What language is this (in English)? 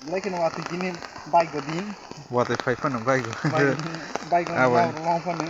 Kok Borok